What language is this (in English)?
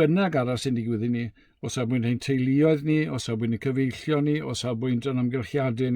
Welsh